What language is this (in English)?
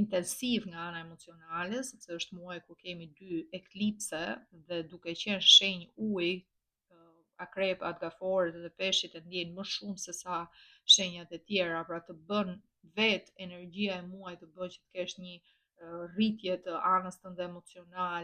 Albanian